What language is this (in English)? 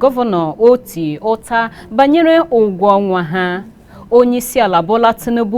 Igbo